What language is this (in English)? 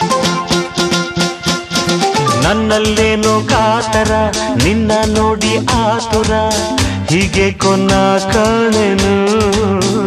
Kannada